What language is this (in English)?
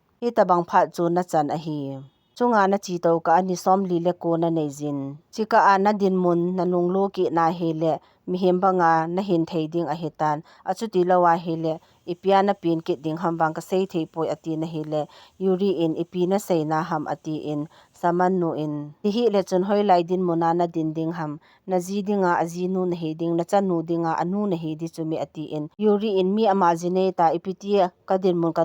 Thado Chin